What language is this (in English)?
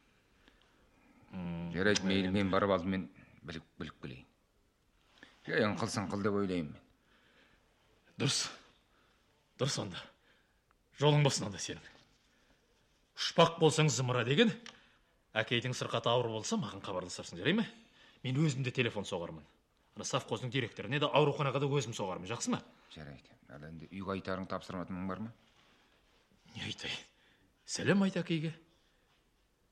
Kazakh